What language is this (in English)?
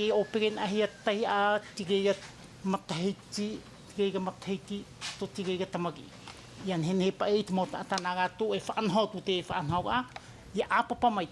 Tahitian